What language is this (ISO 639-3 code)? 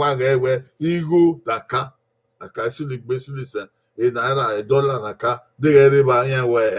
bin